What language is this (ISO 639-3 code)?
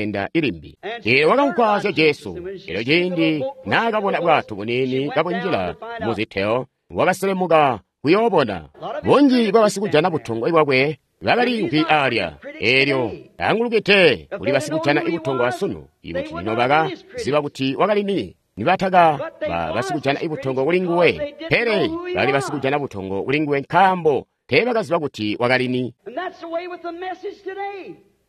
toi